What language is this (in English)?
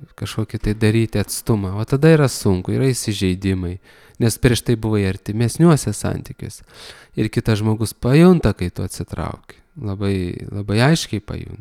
Lithuanian